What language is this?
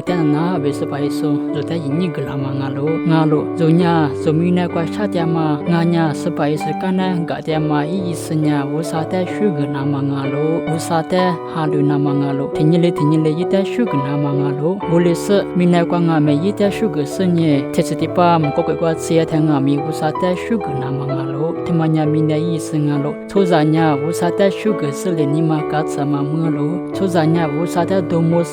Lisu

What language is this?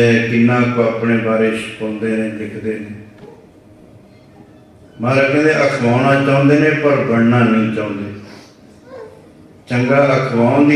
Punjabi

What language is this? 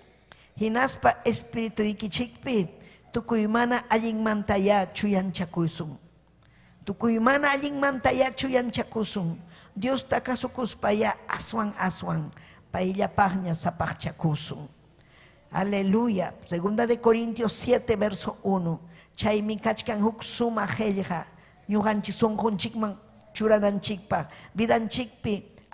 Ayacucho Quechua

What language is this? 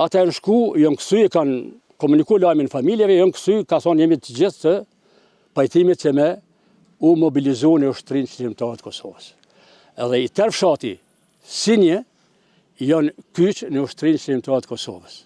Albanian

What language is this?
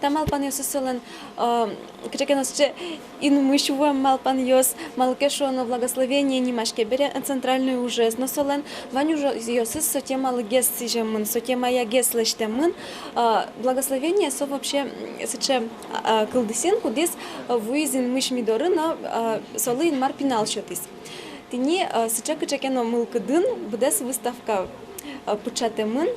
Udmurt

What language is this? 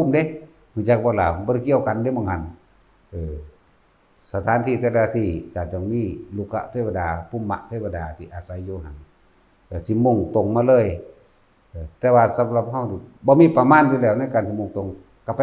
Northeastern Thai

